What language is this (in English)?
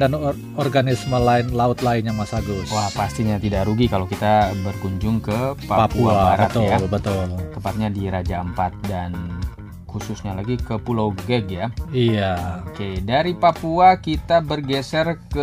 Indonesian